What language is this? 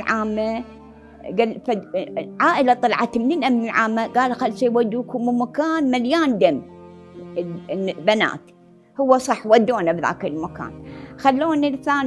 Mesopotamian Arabic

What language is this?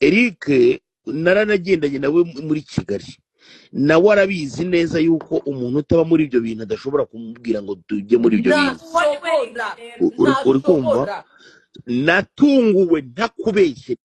Kinyarwanda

